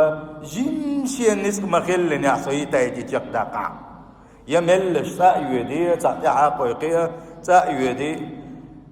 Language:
Chechen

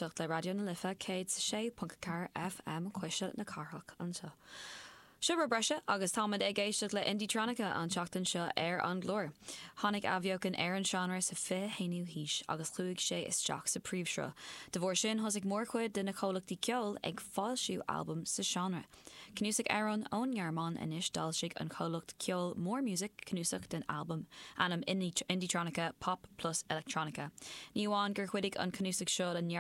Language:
Irish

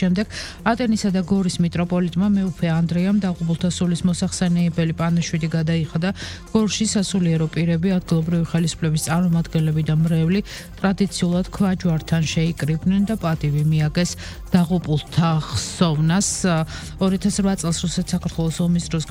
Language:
Georgian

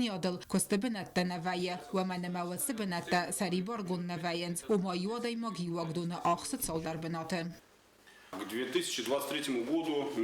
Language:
Ossetic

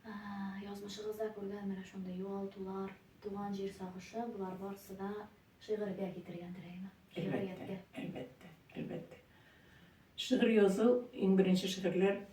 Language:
Tatar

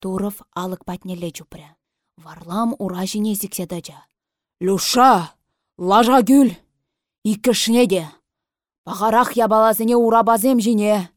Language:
Chuvash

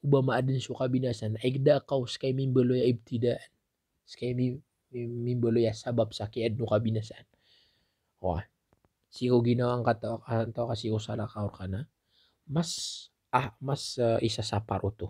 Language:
Maranao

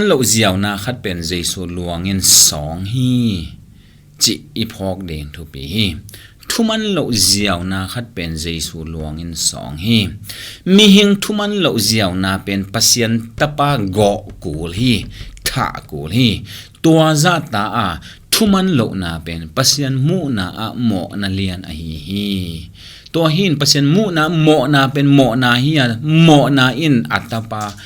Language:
Tedim Chin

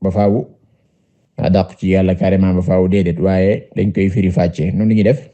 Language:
Wolof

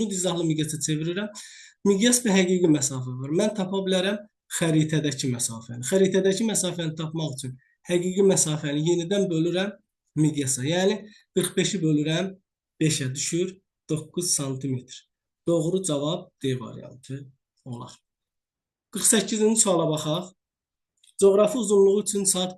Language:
Azerbaijani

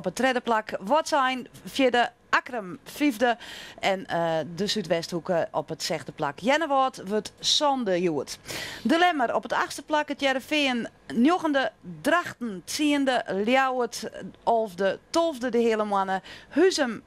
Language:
Western Frisian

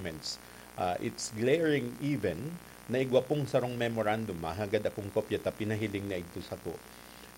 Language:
Bikol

